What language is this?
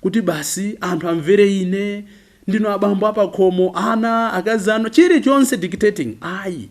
Nyanja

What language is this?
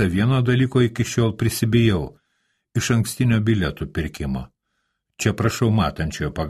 Lithuanian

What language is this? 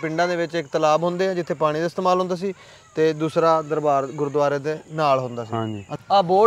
Punjabi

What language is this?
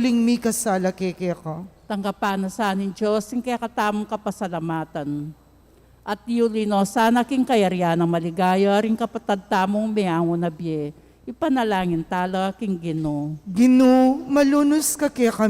Pampanga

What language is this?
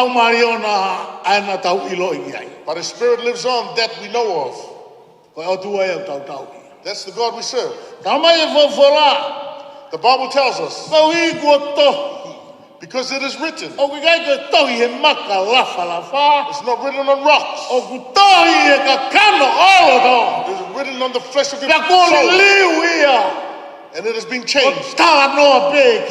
Tongan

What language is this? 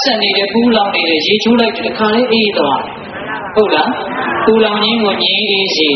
Burmese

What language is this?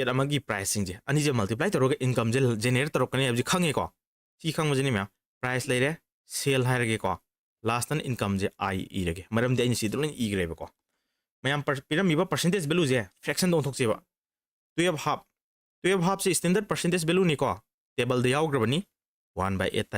Manipuri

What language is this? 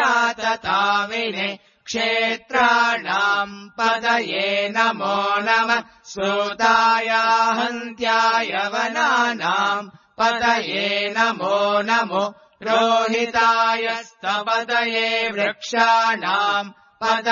Sanskrit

